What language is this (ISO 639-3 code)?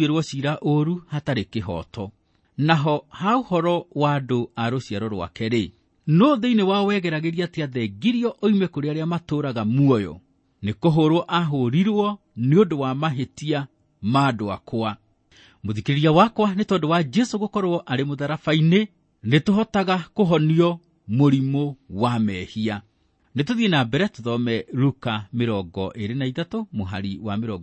kik